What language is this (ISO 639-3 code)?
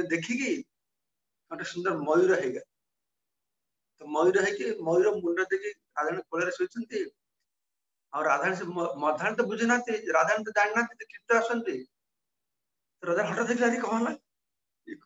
ori